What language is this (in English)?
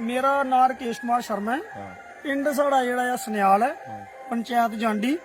Dogri